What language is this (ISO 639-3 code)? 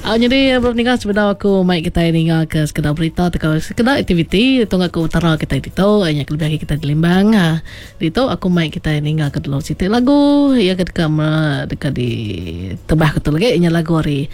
iba